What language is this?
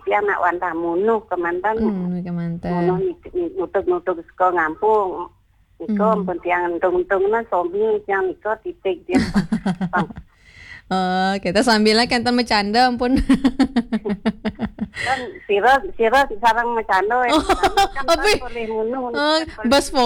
Balinese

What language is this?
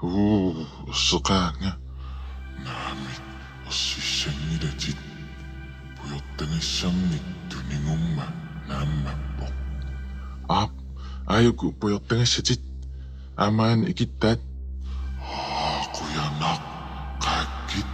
Kalaallisut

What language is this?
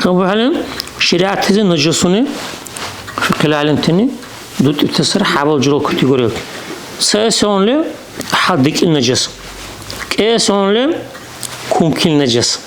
Dargwa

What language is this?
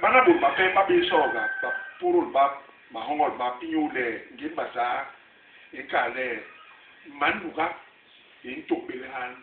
Basaa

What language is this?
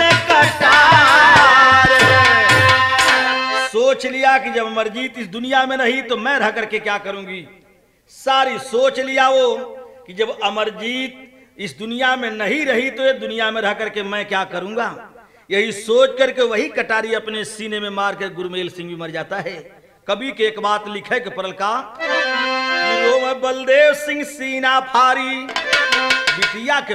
Bhojpuri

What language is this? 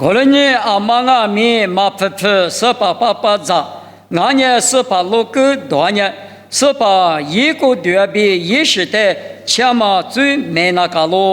Lisu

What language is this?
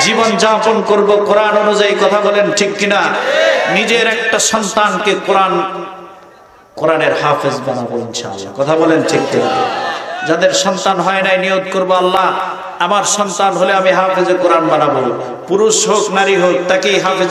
Bangla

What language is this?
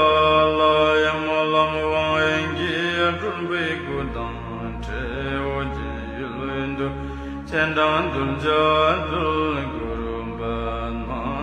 Tibetan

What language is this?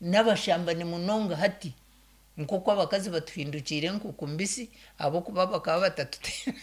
Nyankole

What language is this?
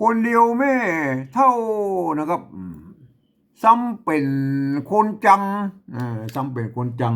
Northern Thai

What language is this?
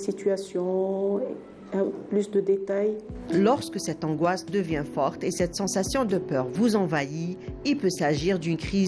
French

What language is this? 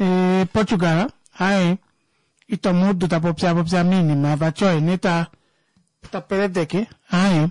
Kuanyama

